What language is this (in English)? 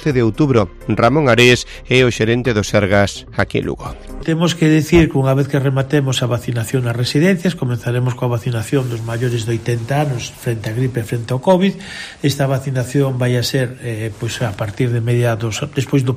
Galician